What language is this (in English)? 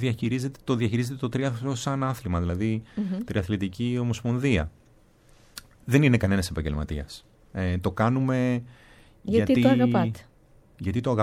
Greek